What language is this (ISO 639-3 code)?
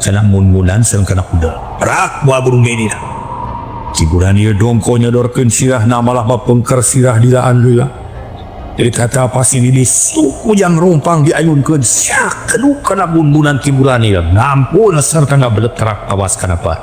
sun